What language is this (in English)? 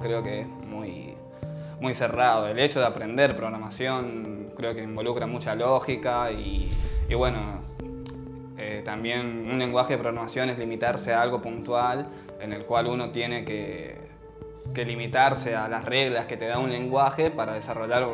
Spanish